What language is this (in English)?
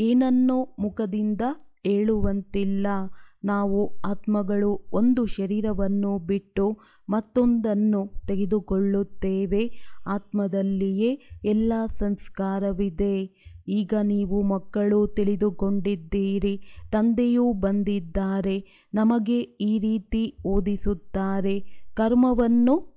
Kannada